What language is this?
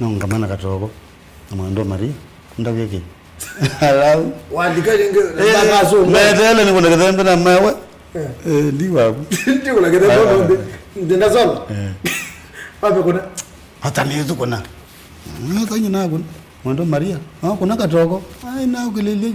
Kamba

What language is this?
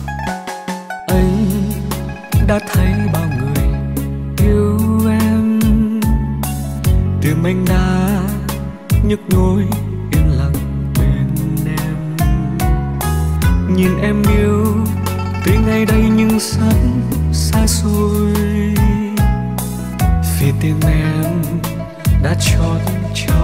Vietnamese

